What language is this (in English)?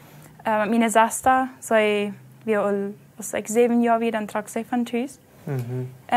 Plautdietsch